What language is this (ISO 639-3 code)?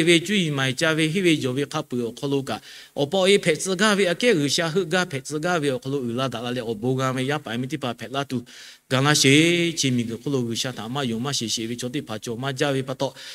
lhu